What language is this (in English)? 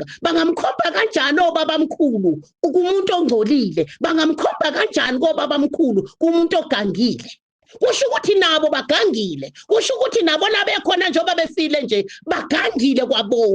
Zulu